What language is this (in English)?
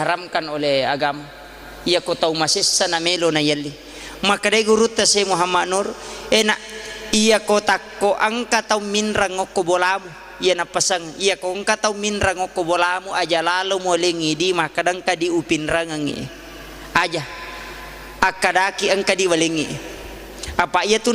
Buginese